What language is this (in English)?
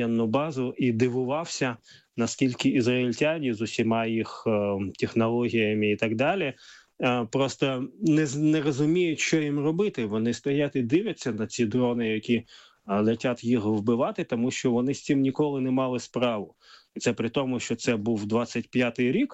Ukrainian